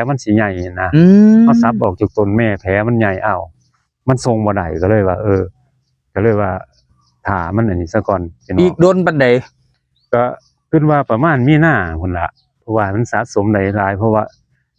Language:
Northeastern Thai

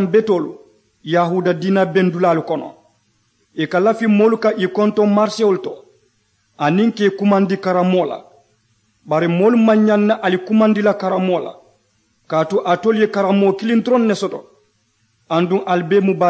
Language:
Mandingo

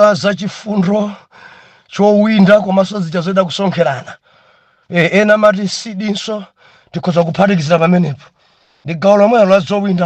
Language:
Nyanja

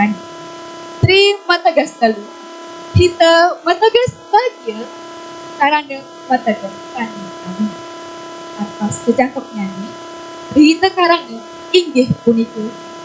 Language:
Balinese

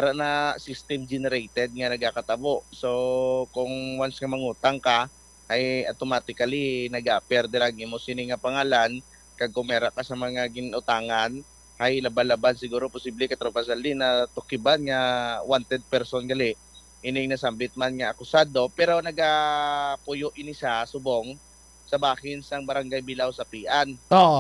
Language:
Hiligaynon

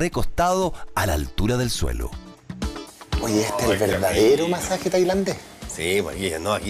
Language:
Spanish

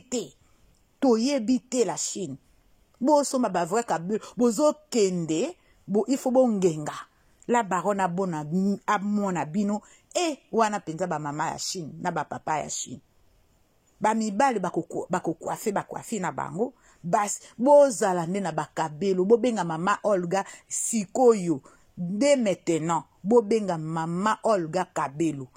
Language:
Lingala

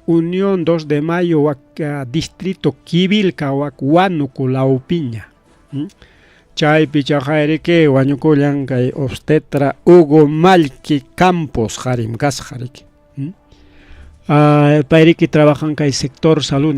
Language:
Ayacucho Quechua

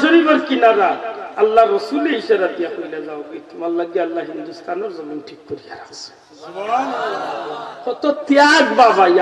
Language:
Sylheti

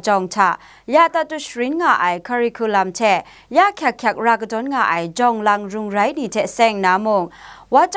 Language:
Kachin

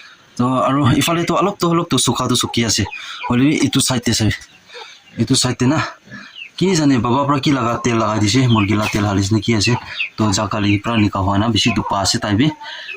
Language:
Naga Pidgin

